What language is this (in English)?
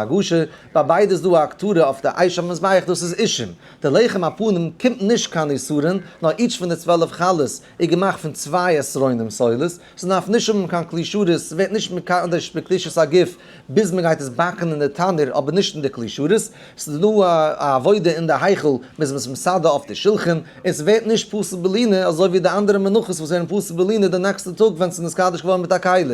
Yiddish